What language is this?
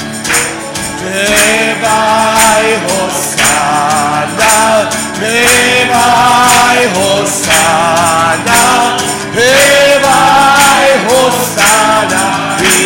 Serbian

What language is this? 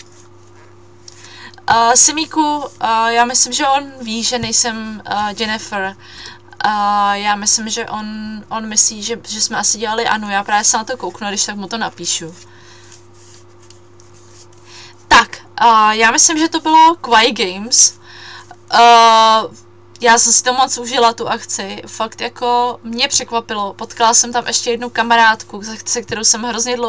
Czech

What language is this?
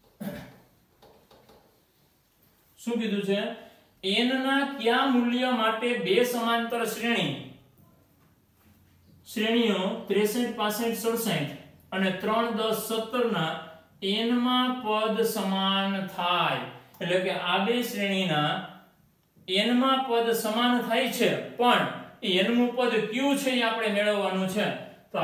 Gujarati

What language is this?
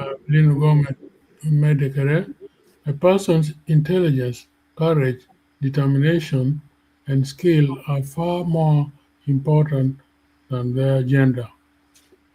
Acoli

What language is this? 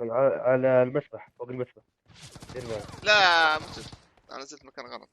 North Levantine Arabic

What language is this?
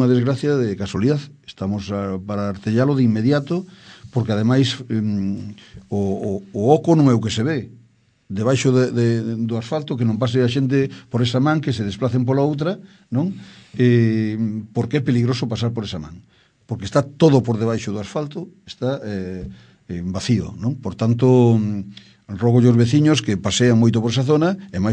Galician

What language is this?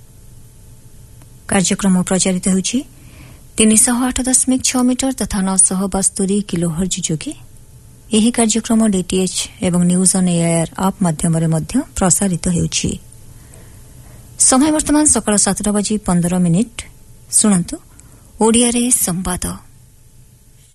Odia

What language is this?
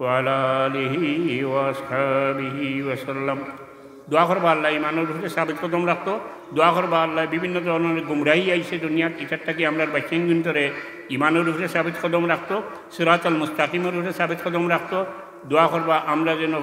Sylheti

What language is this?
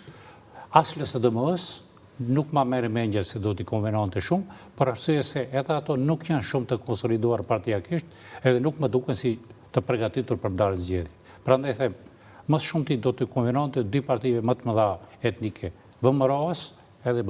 Albanian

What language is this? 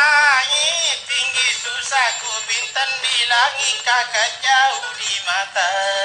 Makasar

